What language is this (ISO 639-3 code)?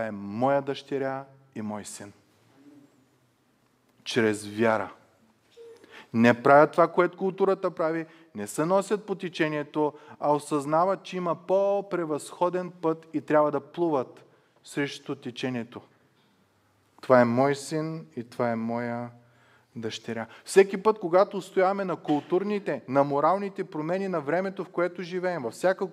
bul